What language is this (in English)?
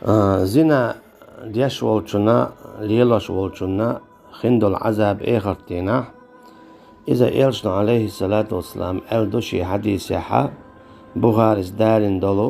Chechen